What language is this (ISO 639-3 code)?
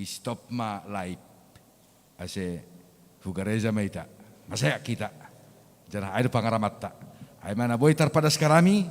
bts